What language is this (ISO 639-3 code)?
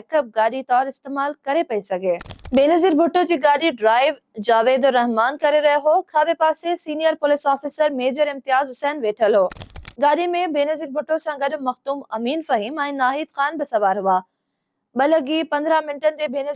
snd